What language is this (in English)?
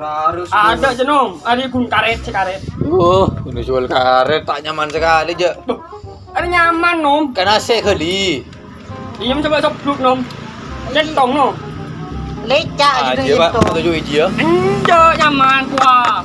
Madurese